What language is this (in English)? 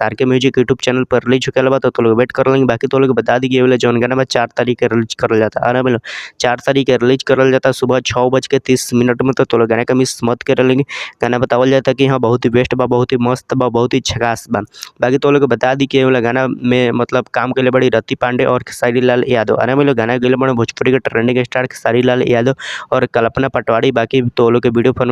Bhojpuri